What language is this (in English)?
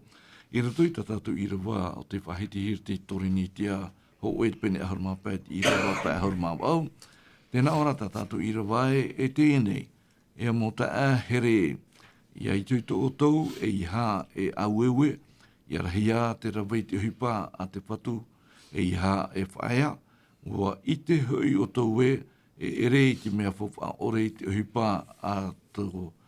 Tahitian